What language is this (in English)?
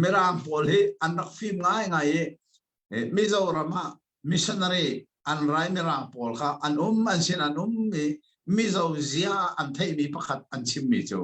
Hakha Chin